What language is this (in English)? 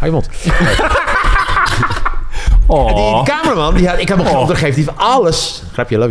Dutch